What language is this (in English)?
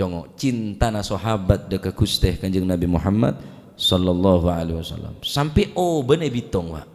Madurese